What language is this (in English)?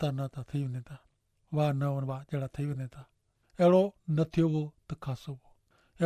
Kachhi